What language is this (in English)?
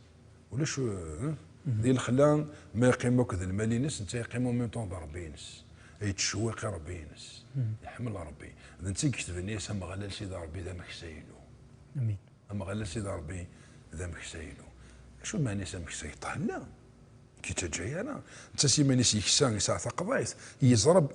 Kabyle